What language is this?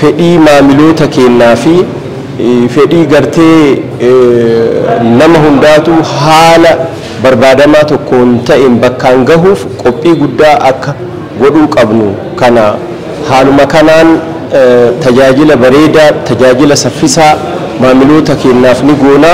Oromo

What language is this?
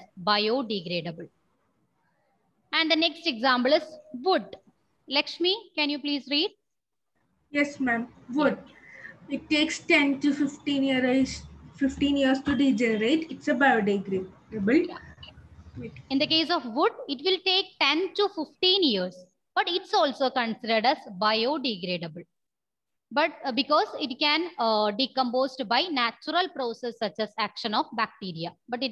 English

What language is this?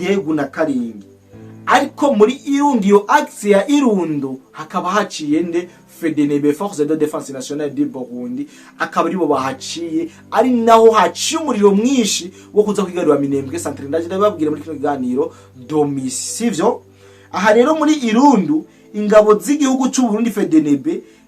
Rundi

